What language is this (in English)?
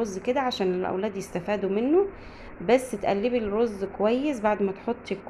Egyptian Arabic